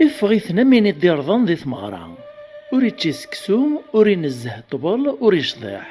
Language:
Kabyle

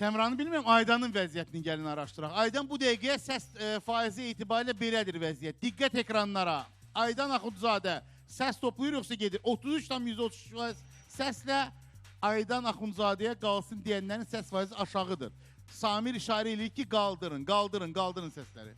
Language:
Azerbaijani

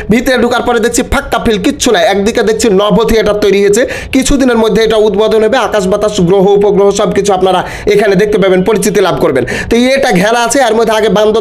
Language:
Bangla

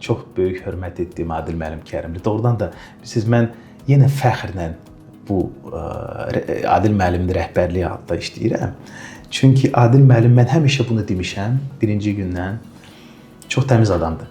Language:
Azerbaijani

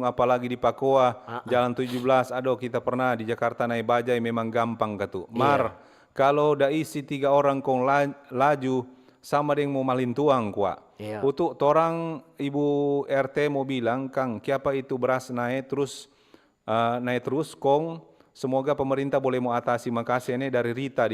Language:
Manado Malay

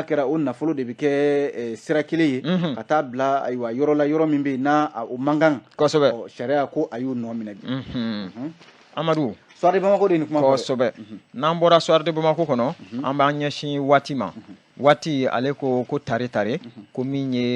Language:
Bambara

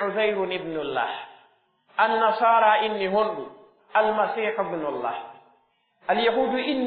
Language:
Pular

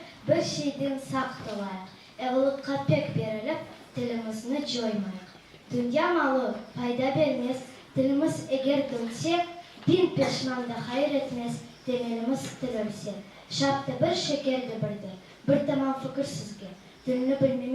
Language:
Crimean Tatar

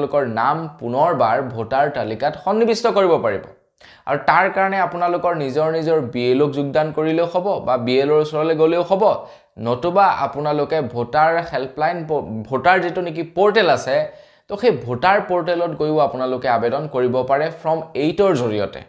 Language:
Assamese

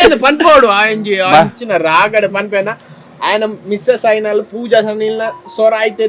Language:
Tulu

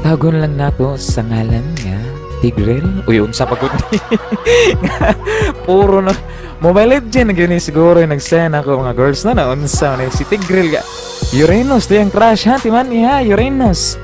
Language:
Cebuano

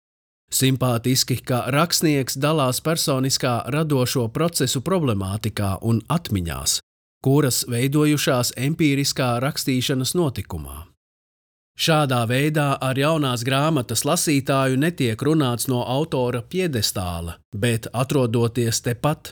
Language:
Latvian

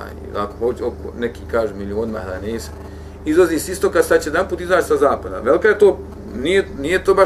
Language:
Bosnian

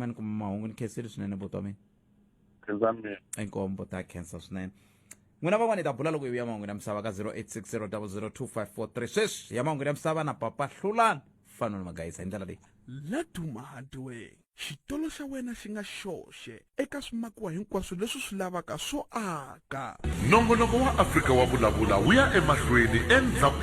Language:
Tsonga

